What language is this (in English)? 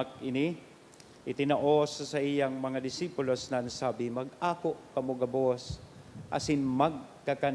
Bikol